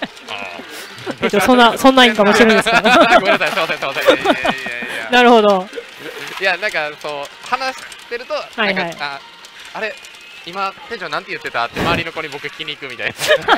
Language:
Japanese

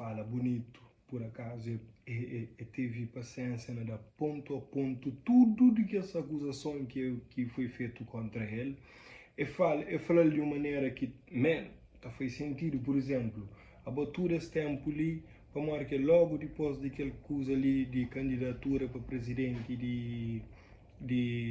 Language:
Kabuverdianu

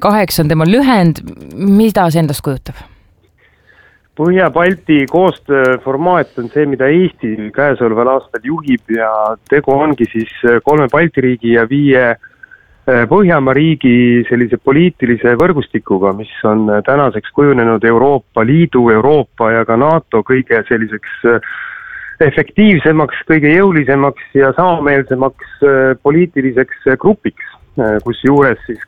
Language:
Estonian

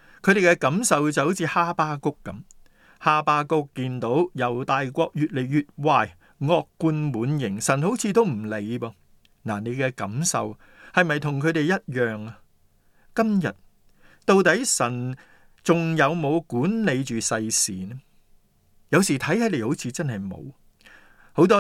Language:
Cantonese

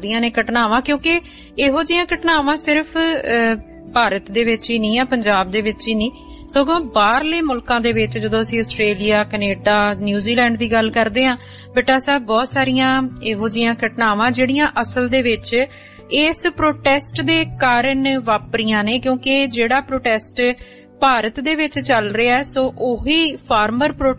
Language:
Punjabi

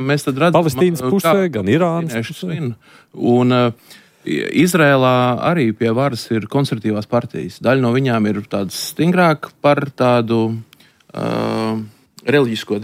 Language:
Latvian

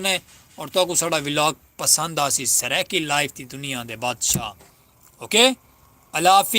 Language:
Saraiki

